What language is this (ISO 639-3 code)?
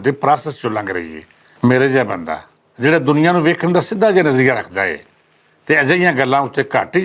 lah